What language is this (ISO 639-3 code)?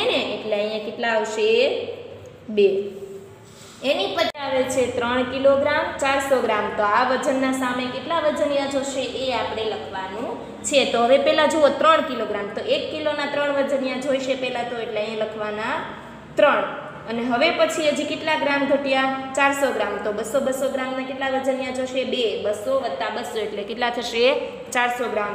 guj